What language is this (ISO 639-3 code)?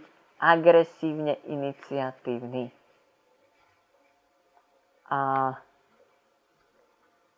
slk